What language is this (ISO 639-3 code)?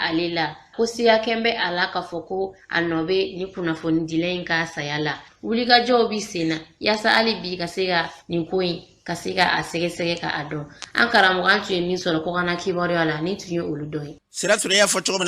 bam